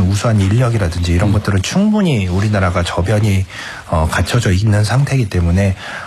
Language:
Korean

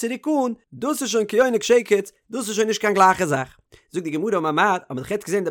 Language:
Yiddish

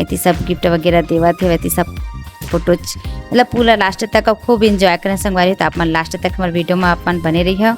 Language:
Chhattisgarhi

